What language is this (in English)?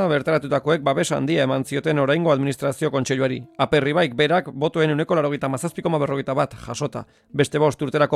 Basque